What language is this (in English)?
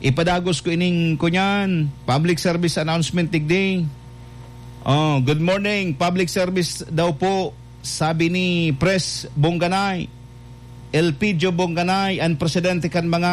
Bikol